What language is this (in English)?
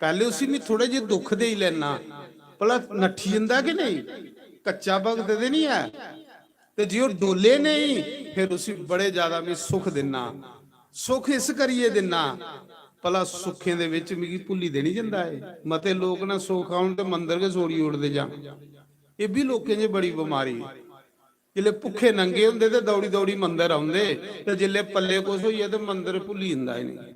Dogri